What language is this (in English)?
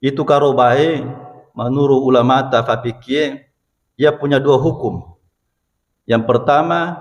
Buginese